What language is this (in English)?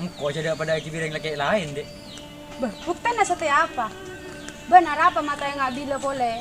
Madurese